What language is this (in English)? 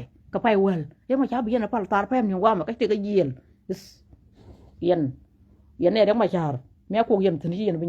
Nuer